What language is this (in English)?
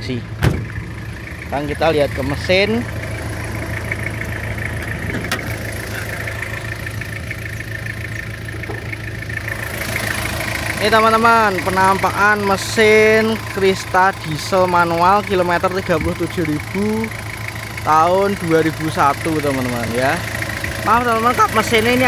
Indonesian